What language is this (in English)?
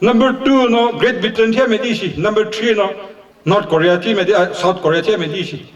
Chokri Naga